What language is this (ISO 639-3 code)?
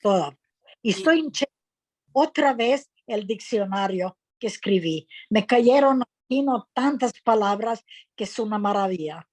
lad